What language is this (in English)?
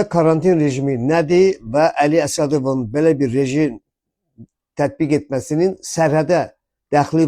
Azerbaijani